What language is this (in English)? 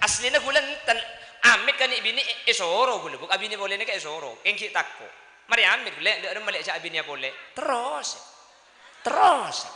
Madurese